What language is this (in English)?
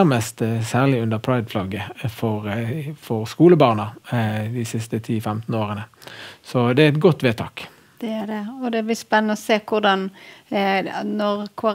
Norwegian